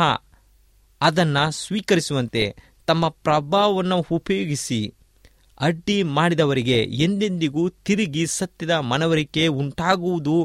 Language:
Kannada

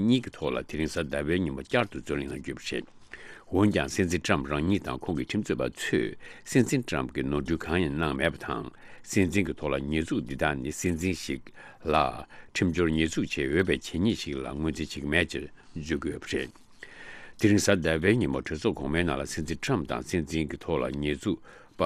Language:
Tibetan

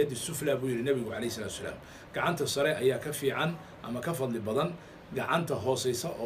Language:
Somali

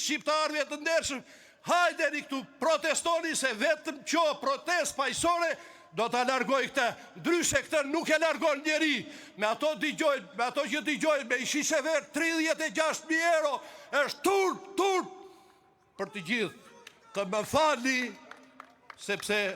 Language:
Albanian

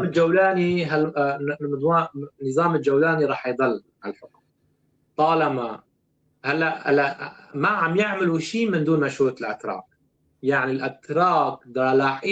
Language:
North Levantine Arabic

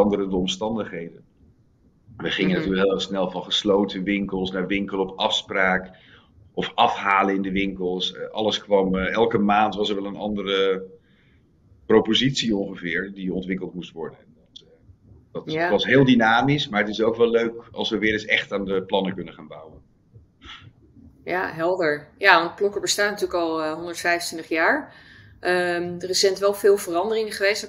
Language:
Dutch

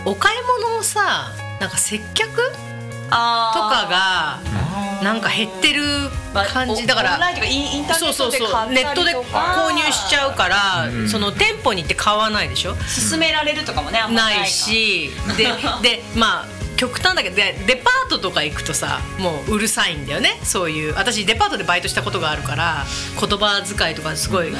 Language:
Japanese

